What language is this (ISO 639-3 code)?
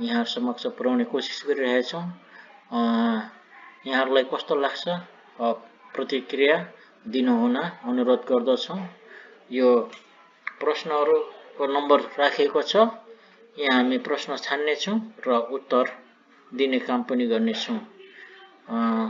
nep